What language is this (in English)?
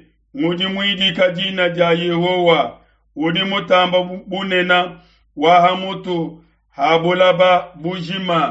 Luba-Lulua